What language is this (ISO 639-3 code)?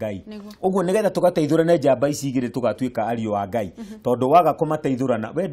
kik